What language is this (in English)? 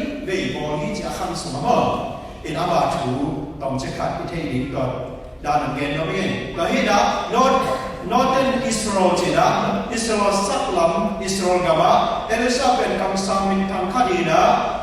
Tedim Chin